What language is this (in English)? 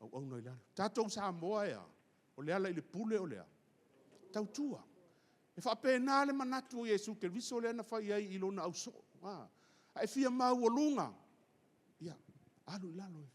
Samoan